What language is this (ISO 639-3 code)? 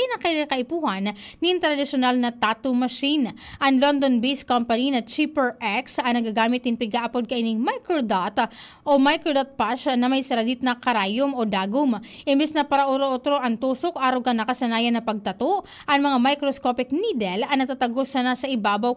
bik